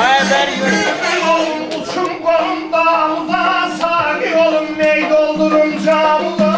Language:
South Azerbaijani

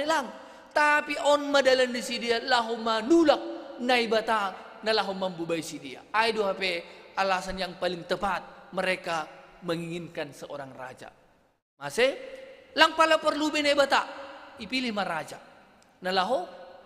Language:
Batak Simalungun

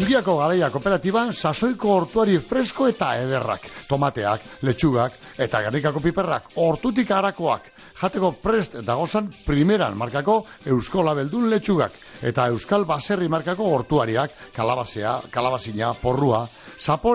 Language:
Basque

